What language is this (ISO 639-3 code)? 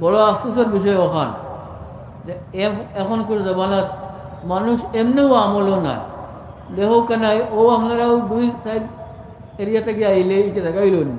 syl